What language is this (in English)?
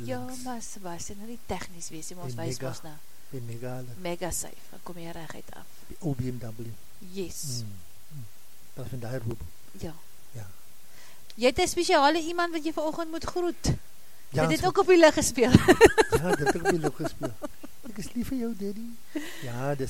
Afrikaans